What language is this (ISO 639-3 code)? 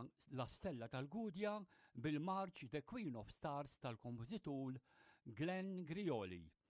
mlt